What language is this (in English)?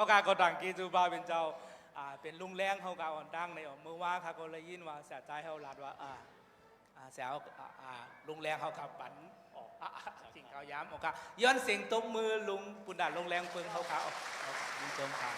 Shan